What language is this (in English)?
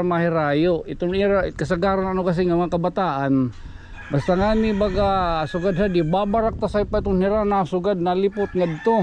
Waray